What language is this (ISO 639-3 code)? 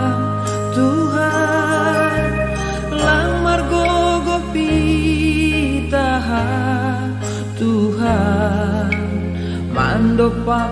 bts